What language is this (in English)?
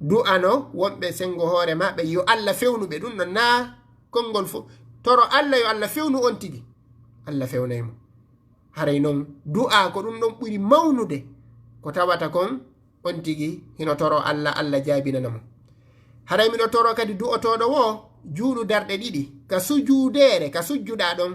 Fula